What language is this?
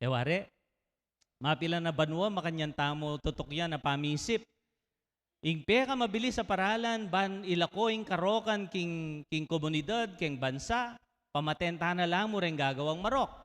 Pampanga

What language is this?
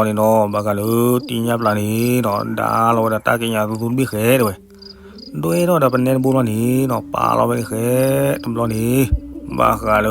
S'gaw Karen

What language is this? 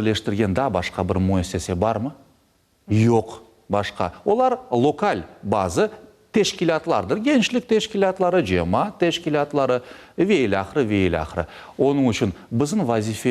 Crimean Tatar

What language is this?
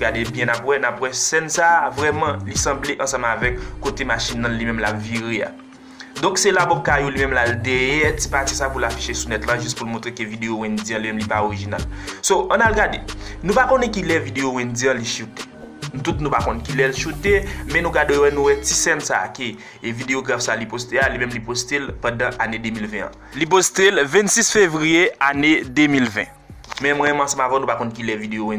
Haitian Creole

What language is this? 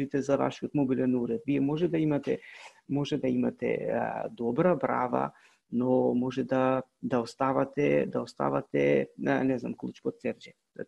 Macedonian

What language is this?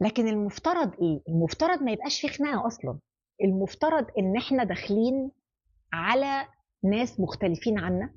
Egyptian Arabic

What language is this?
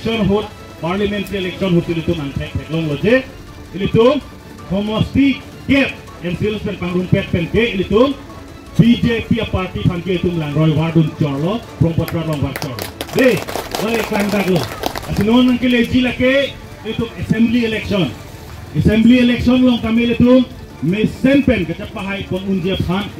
Karbi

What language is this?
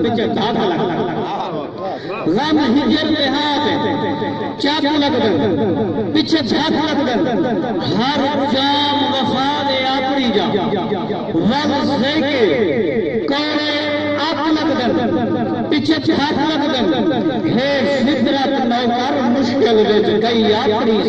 Saraiki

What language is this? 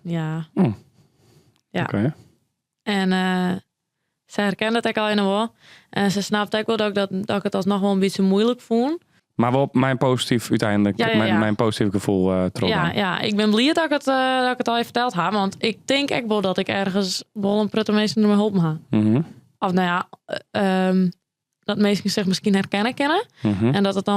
Western Frisian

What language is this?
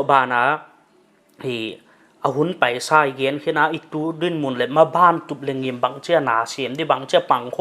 Paite Chin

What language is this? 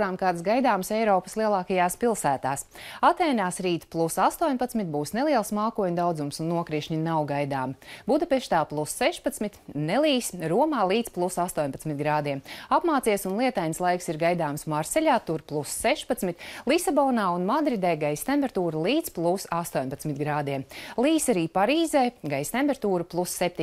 Latvian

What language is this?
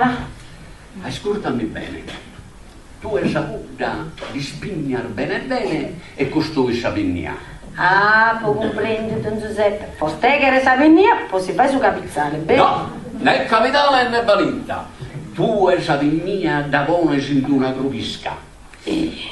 Sardinian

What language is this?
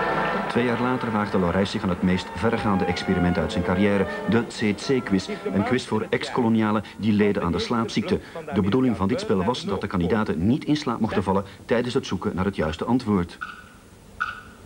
Dutch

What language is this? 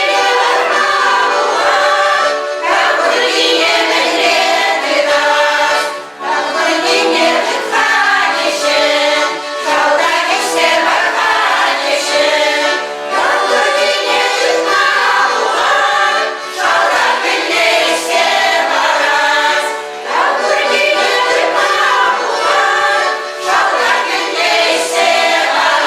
Chuvash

